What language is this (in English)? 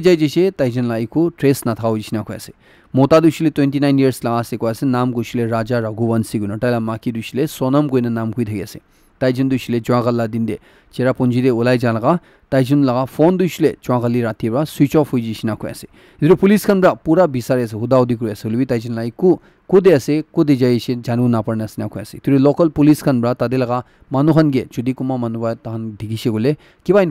Naga Pidgin